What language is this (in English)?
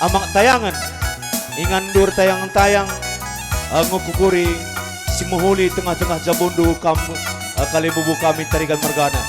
Batak Karo